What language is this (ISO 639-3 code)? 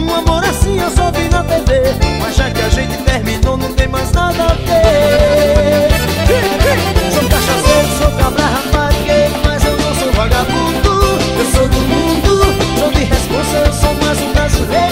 por